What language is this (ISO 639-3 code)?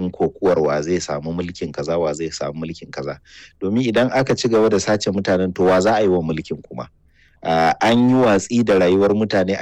hau